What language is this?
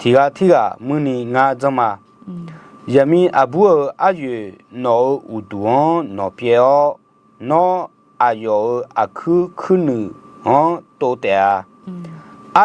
Akha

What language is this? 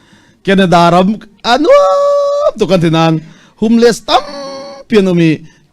Falam Chin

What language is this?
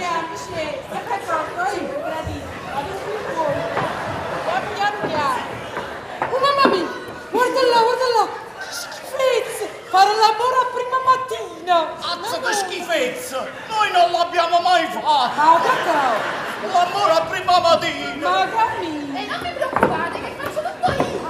Neapolitan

